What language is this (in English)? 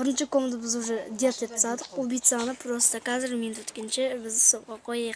Kazakh